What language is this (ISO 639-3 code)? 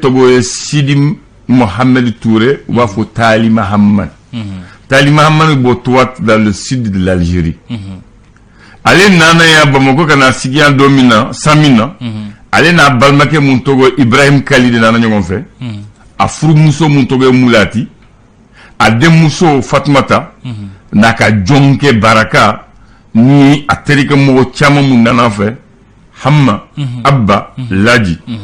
bam